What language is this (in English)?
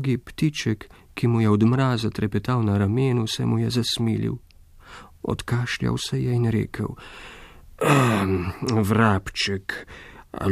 Slovenian